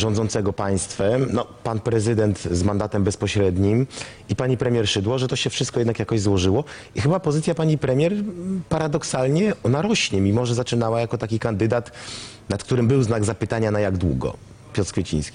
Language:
Polish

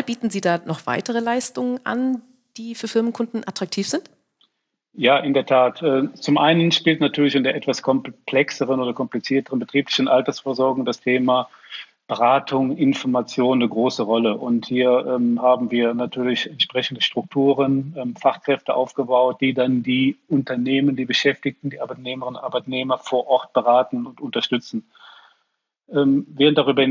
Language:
German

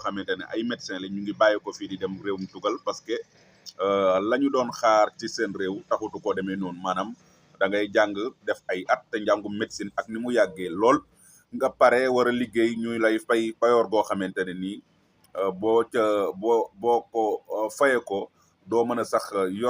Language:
Wolof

